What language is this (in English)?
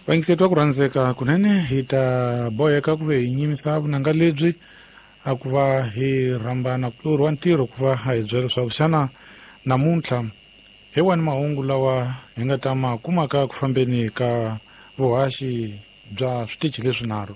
Tsonga